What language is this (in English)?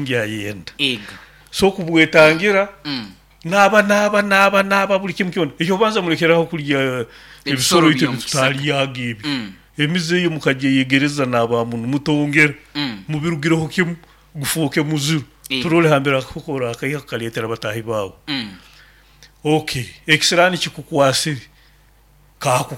Nyoro